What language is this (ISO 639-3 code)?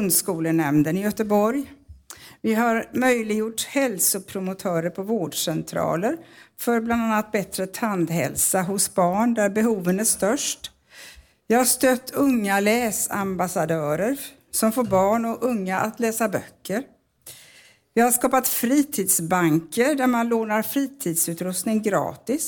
swe